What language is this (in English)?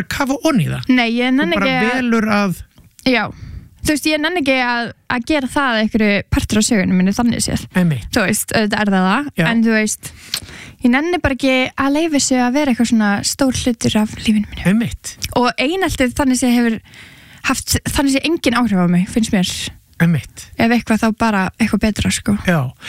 Icelandic